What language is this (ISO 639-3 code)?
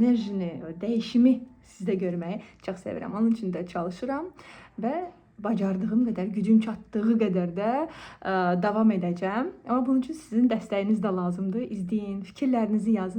aze